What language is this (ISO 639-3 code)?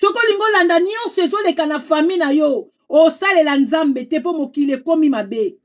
lin